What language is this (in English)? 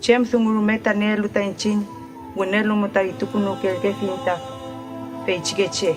Mapuche